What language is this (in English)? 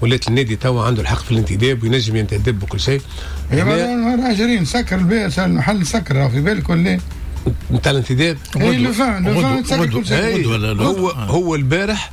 Tunisian Arabic